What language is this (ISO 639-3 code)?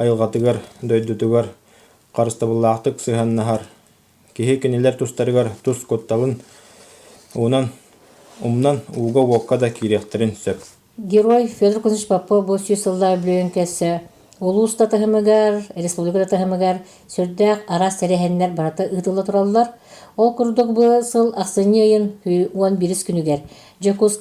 sah